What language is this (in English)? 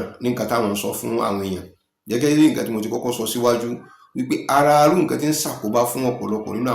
Yoruba